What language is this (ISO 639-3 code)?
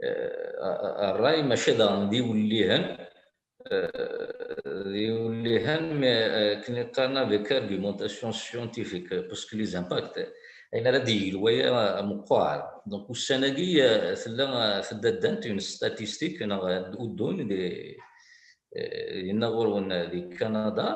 kab